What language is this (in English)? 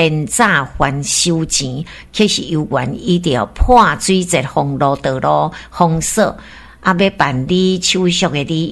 Min Nan Chinese